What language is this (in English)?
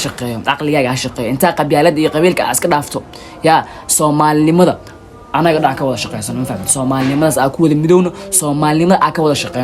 Somali